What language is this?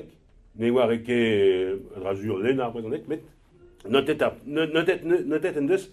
Breton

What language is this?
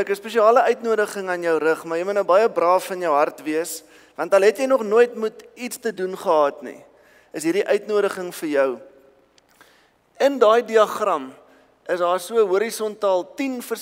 Afrikaans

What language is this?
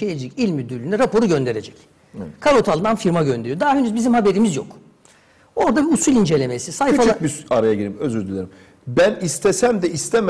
Turkish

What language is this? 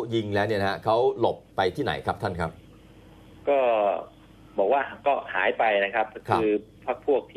Thai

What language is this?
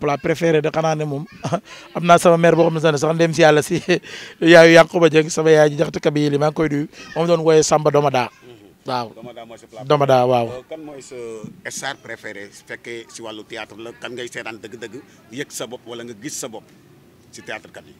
Wolof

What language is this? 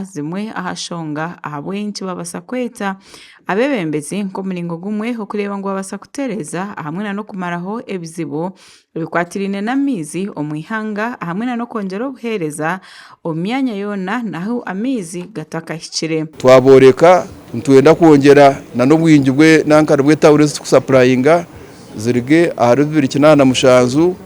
Nyankole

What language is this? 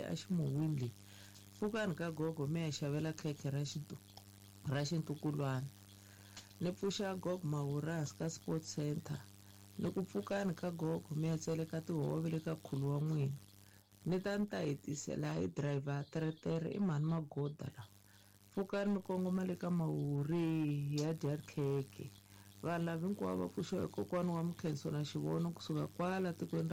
Tsonga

